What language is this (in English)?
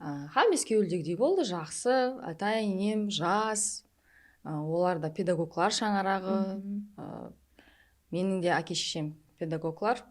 Kara-Kalpak